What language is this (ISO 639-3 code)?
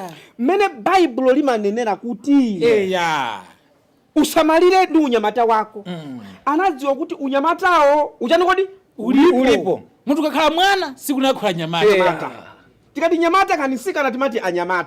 nya